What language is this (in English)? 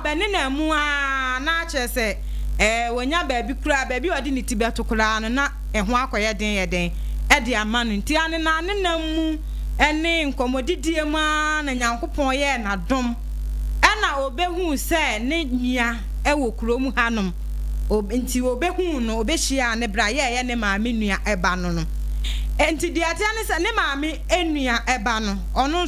Akan